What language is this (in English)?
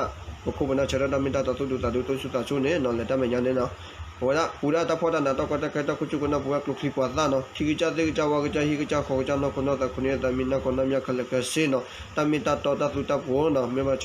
S'gaw Karen